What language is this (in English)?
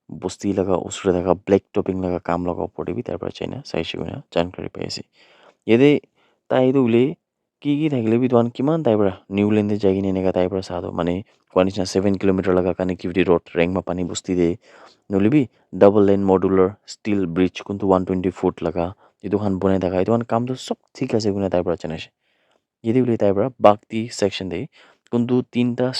Naga Pidgin